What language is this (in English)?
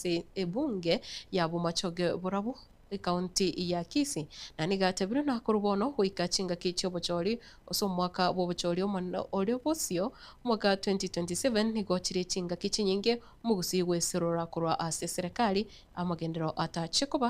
Gusii